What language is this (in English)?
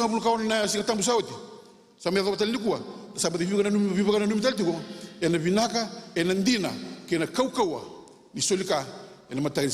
Fijian